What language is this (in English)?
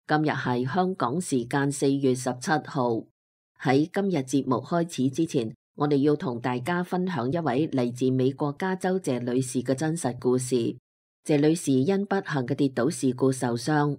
Cantonese